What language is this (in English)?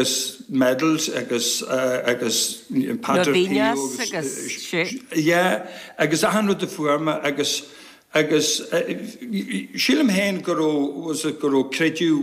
Irish